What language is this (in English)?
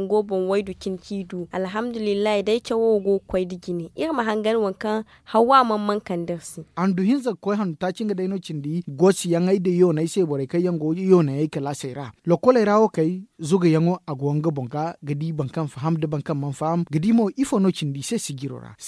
Zarma